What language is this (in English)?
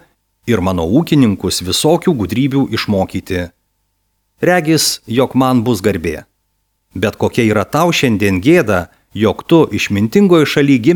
Lithuanian